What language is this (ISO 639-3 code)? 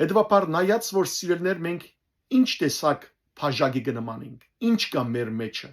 hyw